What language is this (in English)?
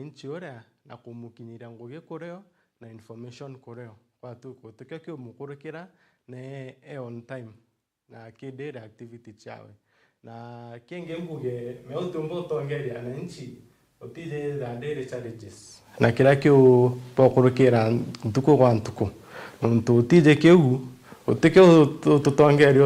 Meru